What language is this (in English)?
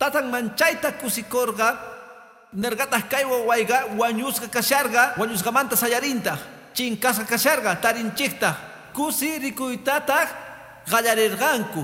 Quechua